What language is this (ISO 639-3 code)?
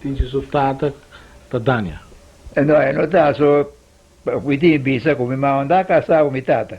pap